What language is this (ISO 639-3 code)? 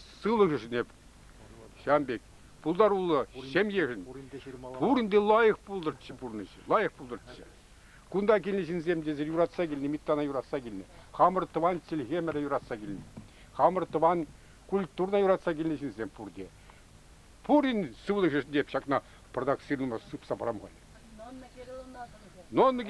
chv